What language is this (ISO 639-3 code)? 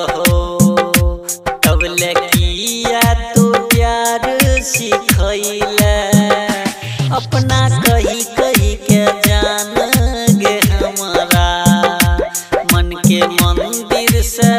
bho